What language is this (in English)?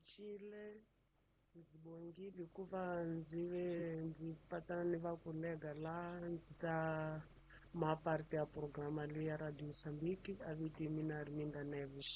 Tsonga